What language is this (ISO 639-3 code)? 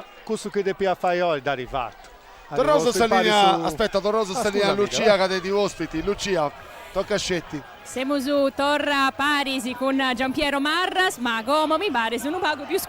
srd